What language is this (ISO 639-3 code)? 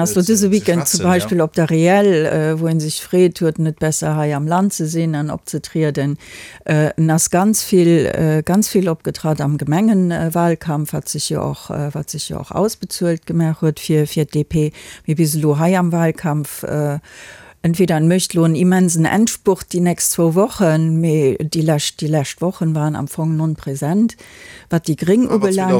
ltz